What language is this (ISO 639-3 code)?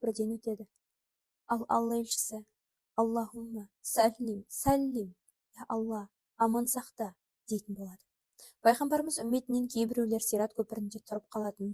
kaz